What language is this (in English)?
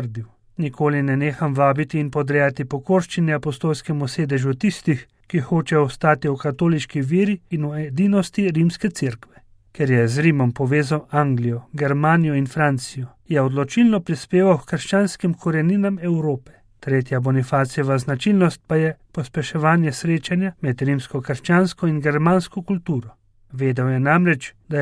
Slovenian